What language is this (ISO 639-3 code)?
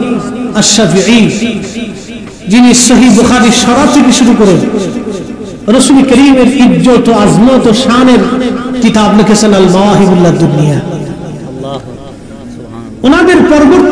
ben